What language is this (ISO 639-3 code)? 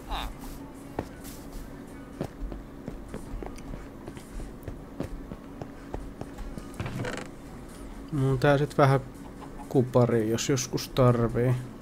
fin